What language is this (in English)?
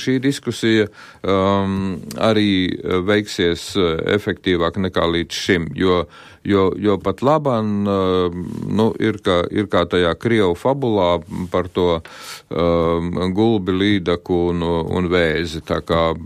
Latvian